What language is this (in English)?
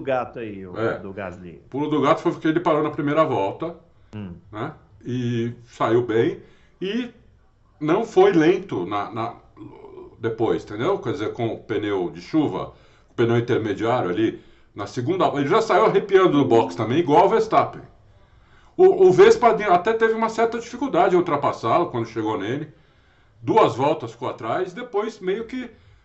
Portuguese